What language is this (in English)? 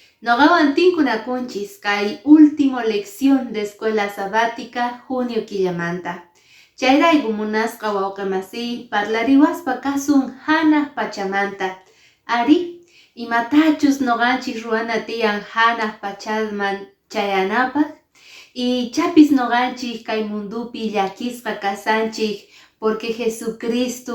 Quechua